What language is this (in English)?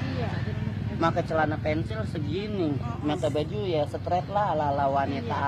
Betawi